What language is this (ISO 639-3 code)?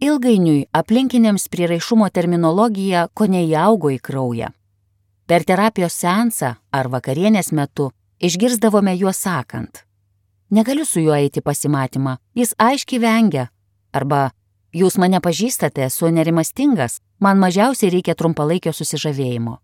lit